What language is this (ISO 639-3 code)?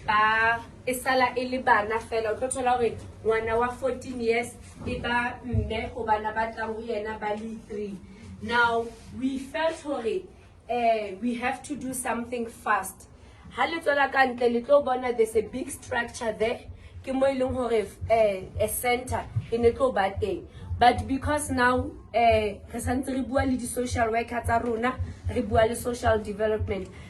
sot